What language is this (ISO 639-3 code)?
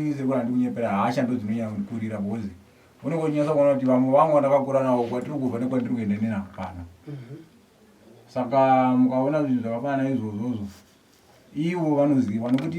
sna